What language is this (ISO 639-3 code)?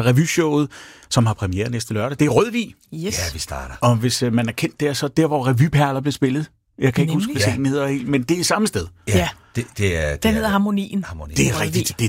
dan